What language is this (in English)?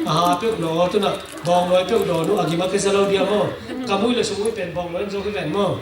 Tedim Chin